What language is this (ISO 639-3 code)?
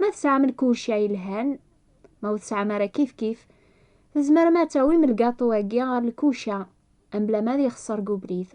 kab